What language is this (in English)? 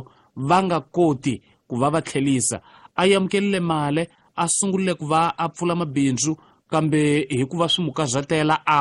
Tsonga